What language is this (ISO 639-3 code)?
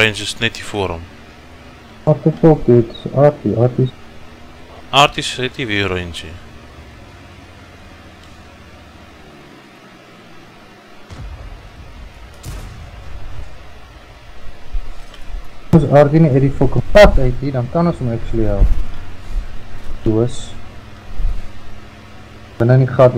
afr